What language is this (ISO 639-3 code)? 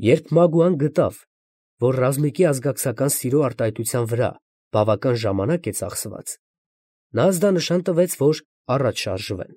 hye